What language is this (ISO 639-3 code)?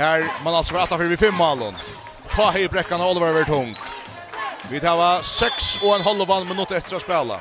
fao